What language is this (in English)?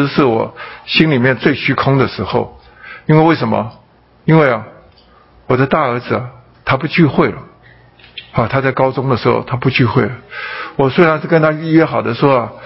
Chinese